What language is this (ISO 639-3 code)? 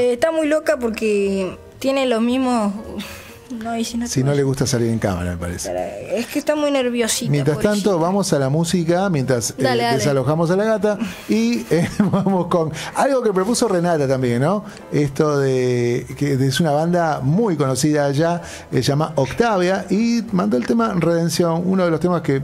spa